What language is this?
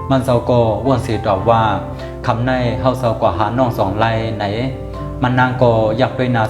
Shan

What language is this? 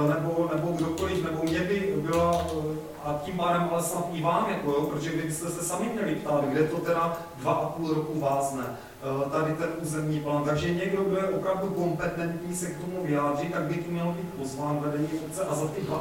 Czech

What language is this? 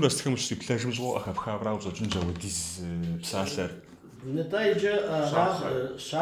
Kabardian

